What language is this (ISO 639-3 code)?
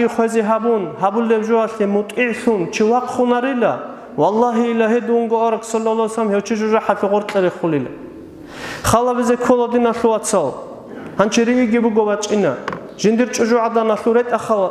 ava